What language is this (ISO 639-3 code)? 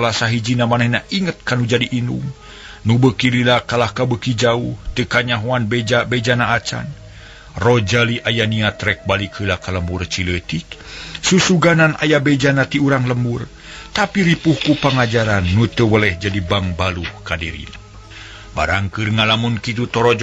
sun